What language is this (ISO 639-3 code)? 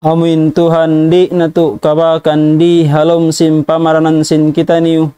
tsg